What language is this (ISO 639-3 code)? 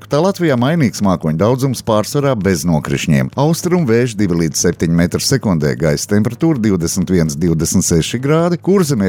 lav